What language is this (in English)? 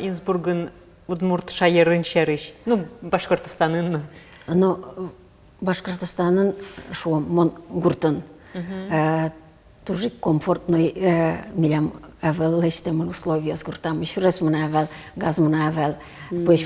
Udmurt